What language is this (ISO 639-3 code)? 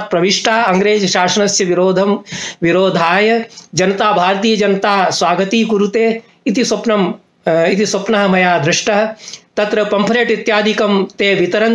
san